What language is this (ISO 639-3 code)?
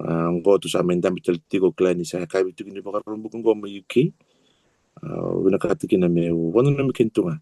fij